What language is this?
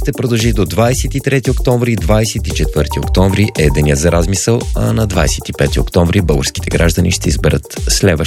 Bulgarian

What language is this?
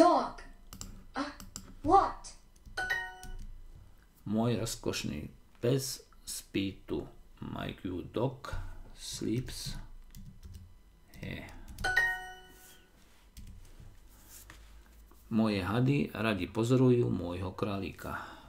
Slovak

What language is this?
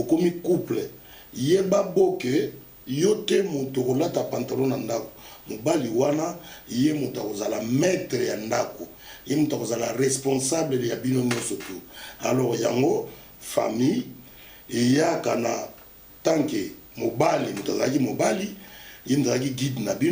Lingala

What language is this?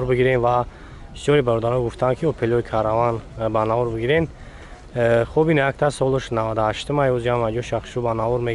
Tajik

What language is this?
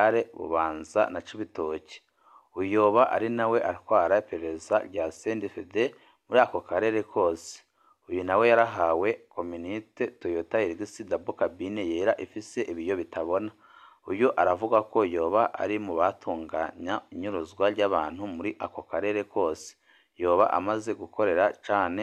Rundi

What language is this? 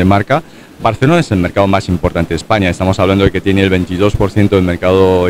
Spanish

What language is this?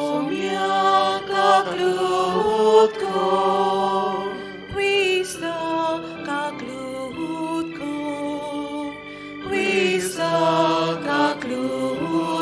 Konkani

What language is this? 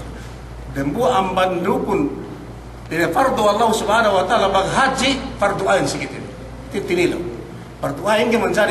Yakan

